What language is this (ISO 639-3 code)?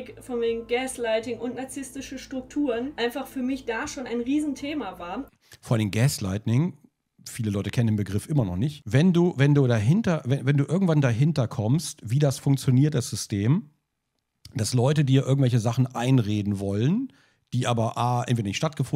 deu